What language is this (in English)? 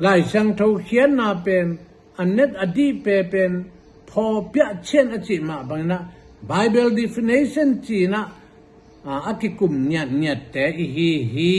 Tedim Chin